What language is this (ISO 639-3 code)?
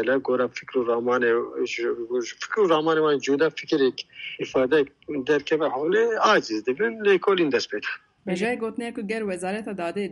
kur